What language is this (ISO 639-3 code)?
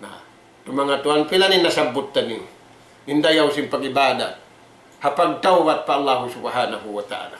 tsg